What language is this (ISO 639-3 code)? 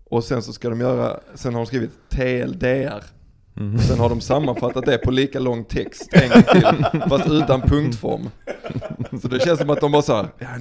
swe